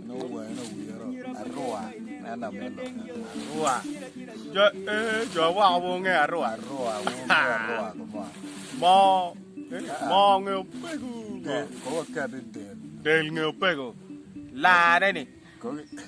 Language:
Acoli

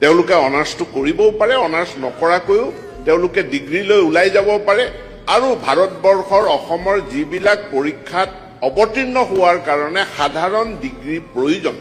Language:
Assamese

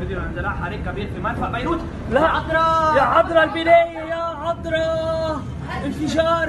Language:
North Levantine Arabic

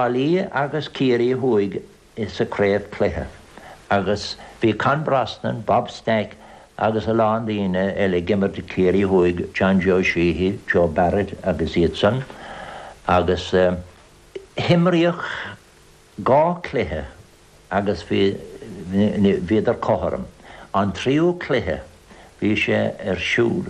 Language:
Irish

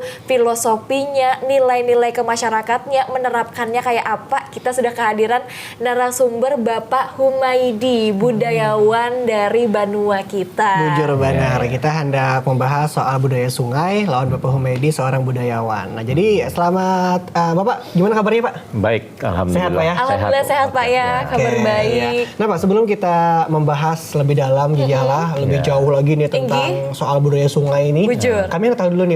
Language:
Banjar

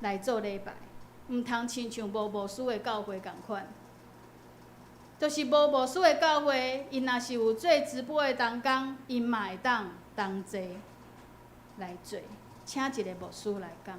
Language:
Min Nan Chinese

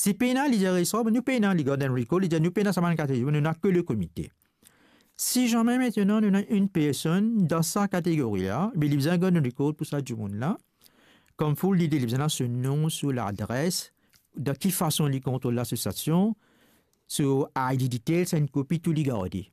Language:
Morisyen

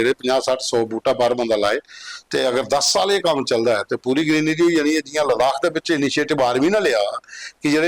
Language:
Dogri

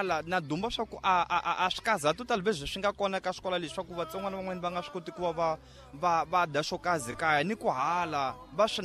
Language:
Tsonga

